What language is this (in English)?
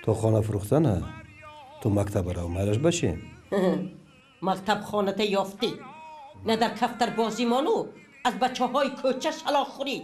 Tajik